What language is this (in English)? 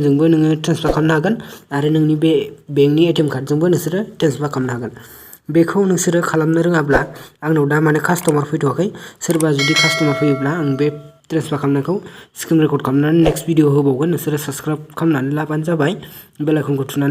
Bodo